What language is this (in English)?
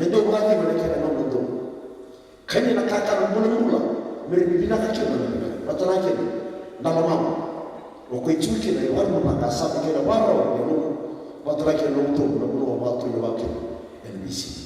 Fijian